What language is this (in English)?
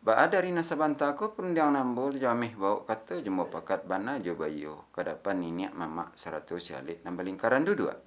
Minangkabau